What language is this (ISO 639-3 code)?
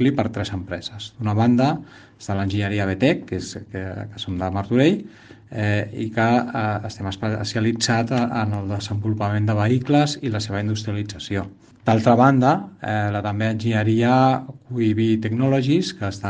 cat